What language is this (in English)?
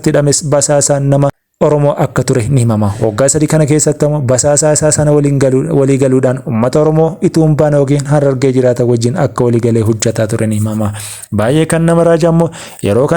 Oromo